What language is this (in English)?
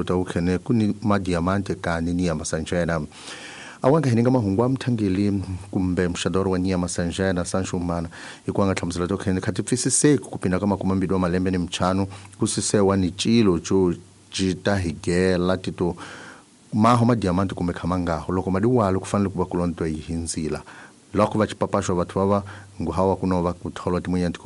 Tsonga